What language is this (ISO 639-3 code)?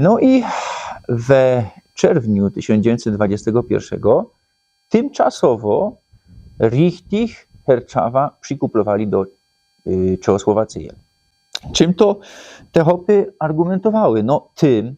szl